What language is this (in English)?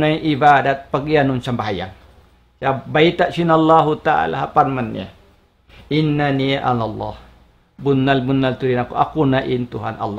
Tausug